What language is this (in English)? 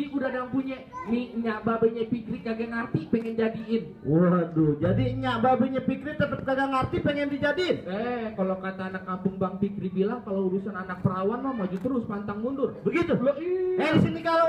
Betawi